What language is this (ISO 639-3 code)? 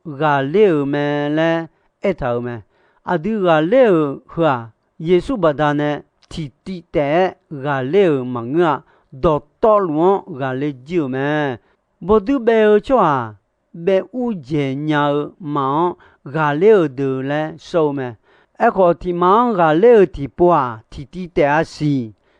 ahk